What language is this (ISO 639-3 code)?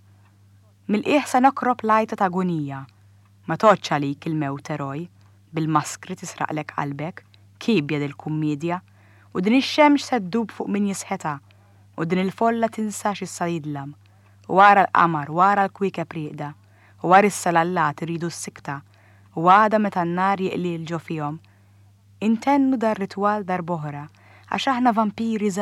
mlt